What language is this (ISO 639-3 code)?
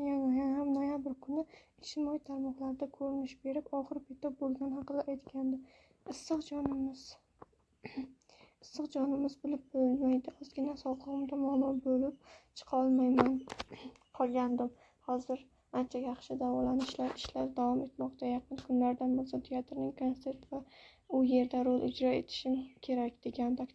uzb